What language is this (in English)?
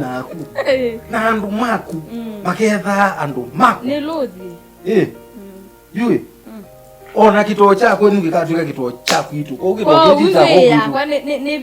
Kamba